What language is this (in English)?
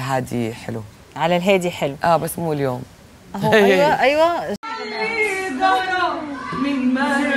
Egyptian Arabic